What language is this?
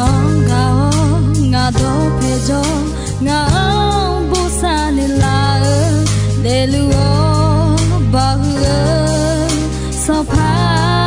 Akha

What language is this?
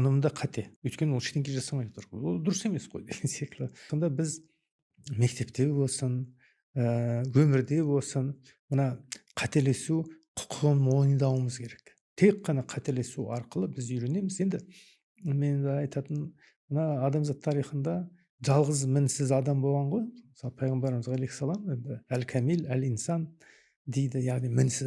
Kazakh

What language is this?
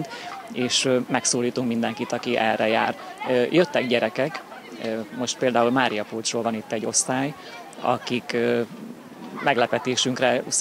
Hungarian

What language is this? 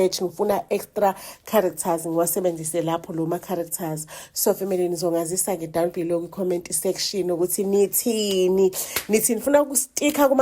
Zulu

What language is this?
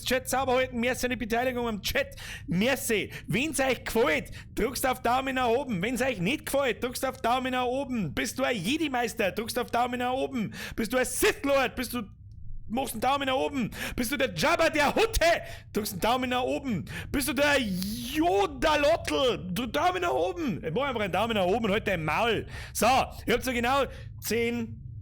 Bavarian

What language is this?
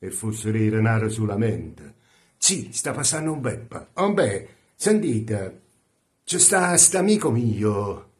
Neapolitan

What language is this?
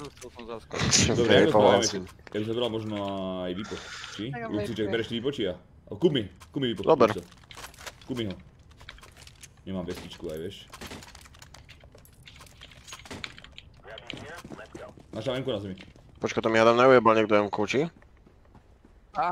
Slovak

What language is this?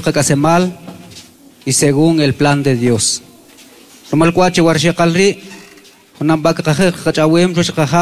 Kʼicheʼ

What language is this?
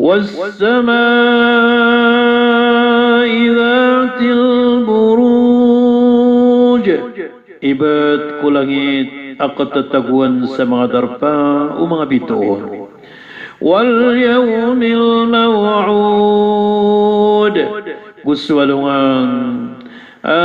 Maranao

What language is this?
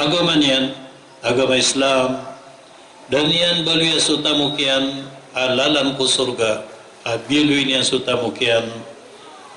Maranao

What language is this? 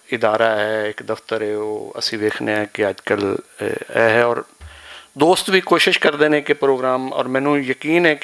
Western Panjabi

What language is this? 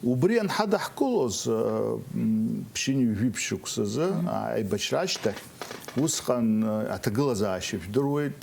Abkhazian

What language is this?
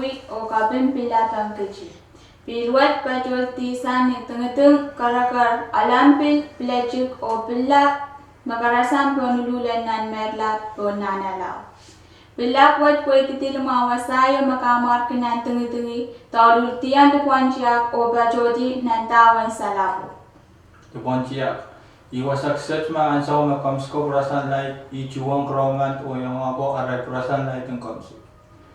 Pohnpeian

